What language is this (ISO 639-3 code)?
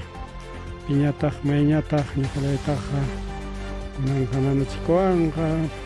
quy